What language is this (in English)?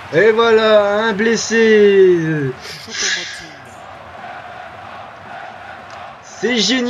French